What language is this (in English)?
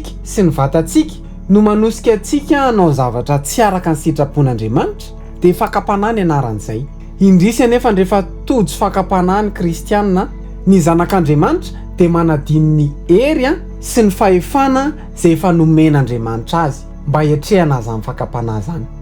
Malagasy